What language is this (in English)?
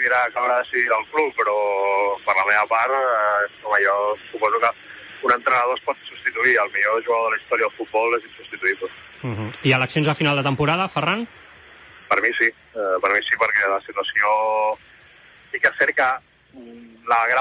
Catalan